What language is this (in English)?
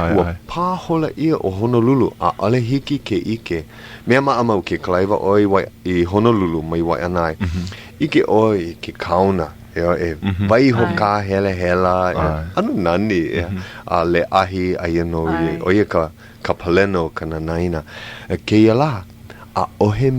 Hawaiian